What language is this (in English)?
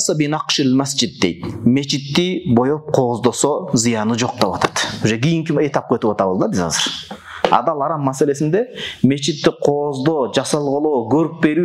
Kyrgyz